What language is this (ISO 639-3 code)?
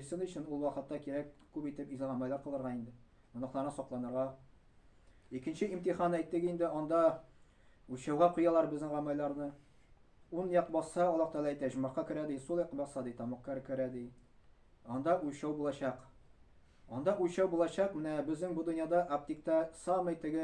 tat